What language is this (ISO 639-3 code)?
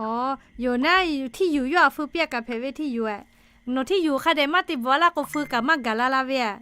lhu